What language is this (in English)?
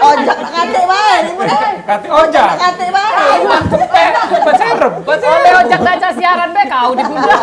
Musi